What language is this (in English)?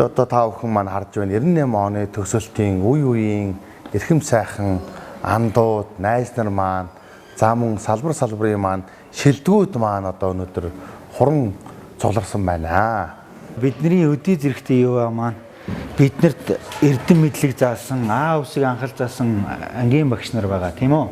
Mongolian